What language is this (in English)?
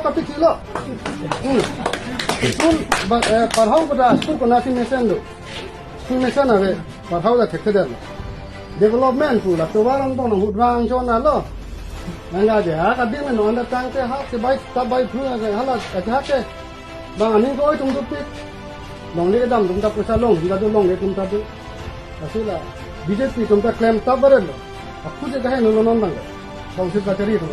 Karbi